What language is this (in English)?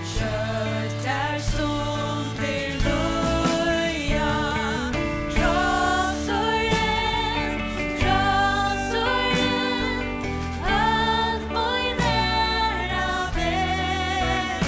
Faroese